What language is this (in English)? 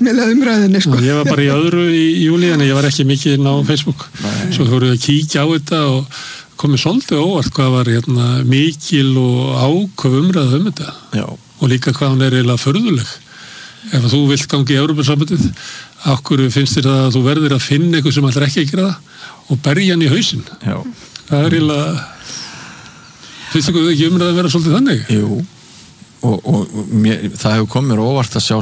Icelandic